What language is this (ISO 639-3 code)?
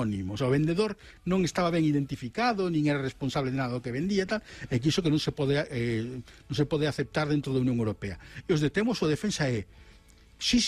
glg